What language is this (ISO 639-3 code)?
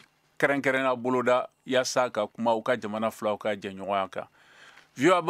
bam